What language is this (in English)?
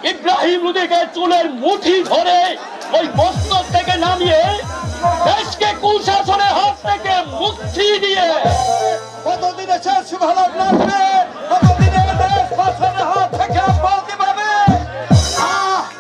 Bangla